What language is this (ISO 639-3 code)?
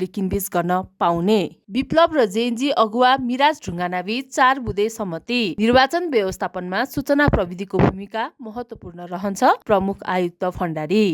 nep